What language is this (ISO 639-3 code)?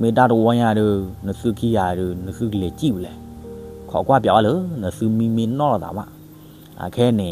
ksw